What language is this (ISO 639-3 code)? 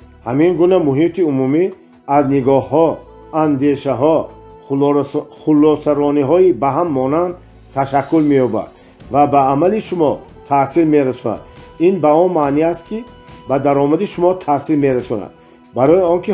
tgk